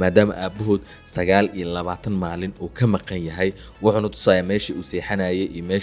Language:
Somali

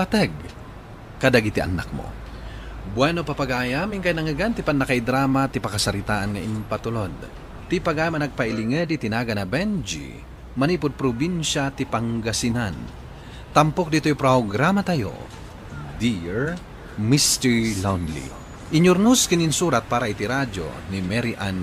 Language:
Iloko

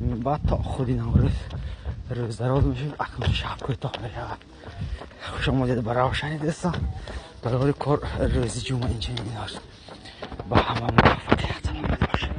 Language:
Tajik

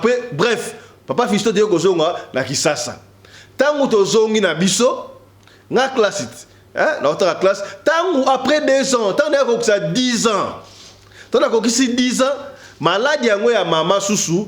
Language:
Lingala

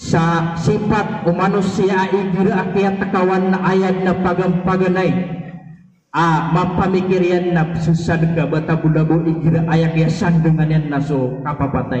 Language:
Maranao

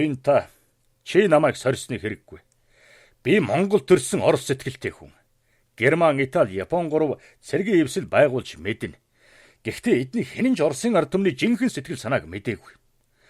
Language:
Mongolian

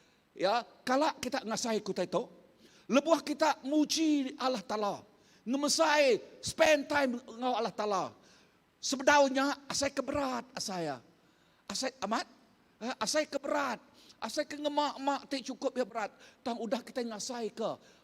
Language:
Iban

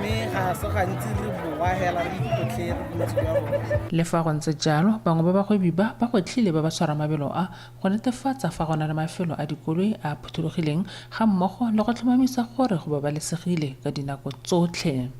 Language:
Tswana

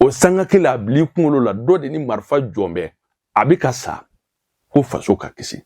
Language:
Bambara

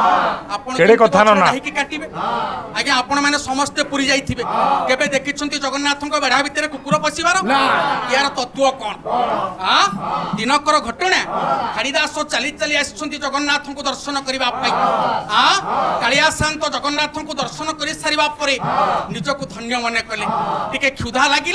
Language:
Odia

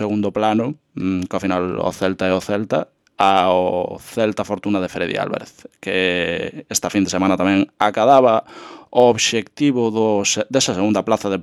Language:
Galician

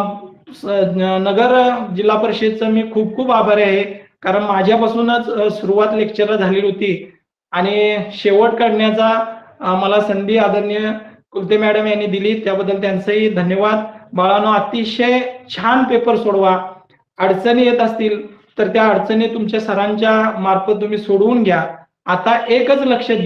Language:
Marathi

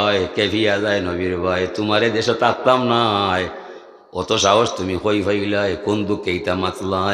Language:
Sylheti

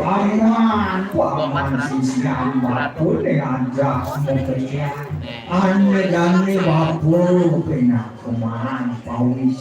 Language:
Balinese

